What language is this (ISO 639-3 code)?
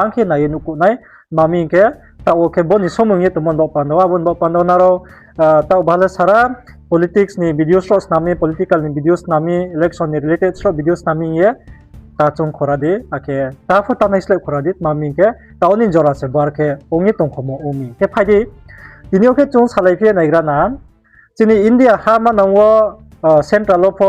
ria